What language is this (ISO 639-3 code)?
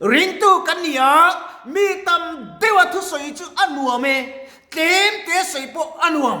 lus